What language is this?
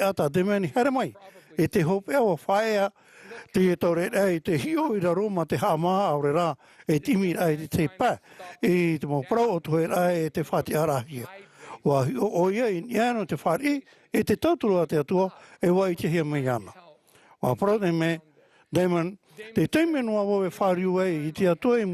Tahitian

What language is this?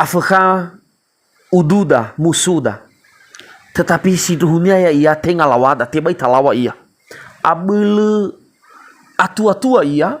Nias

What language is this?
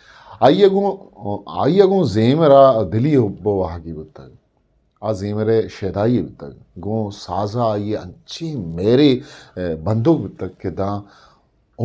Eastern Balochi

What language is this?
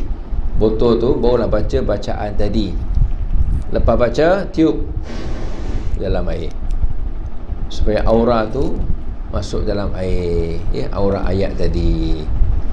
Malay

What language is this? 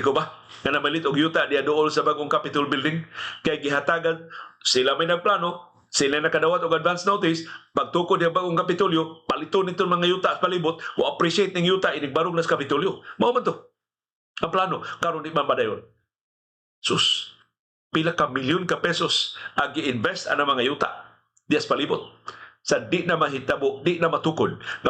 Cebuano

